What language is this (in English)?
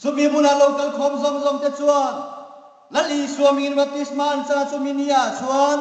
Hmar